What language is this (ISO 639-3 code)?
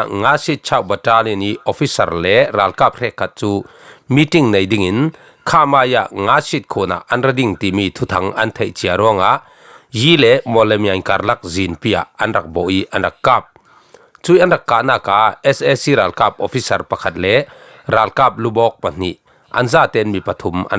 cfm